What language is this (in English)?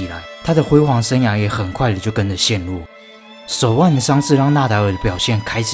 Chinese